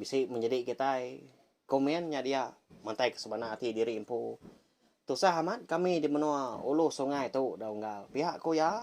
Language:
Iban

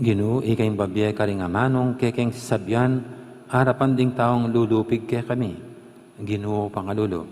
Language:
Pampanga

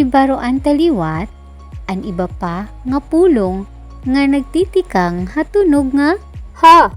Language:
Waray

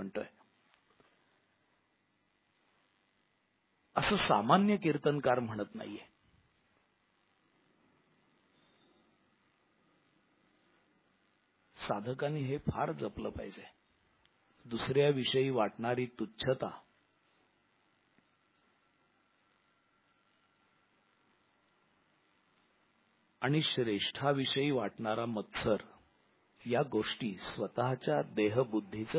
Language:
Marathi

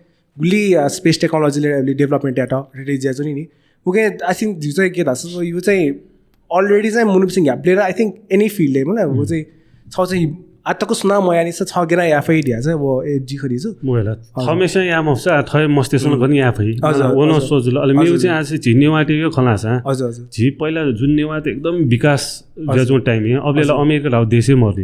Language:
Newari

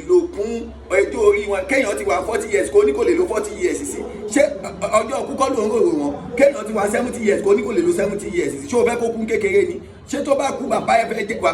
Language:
Yoruba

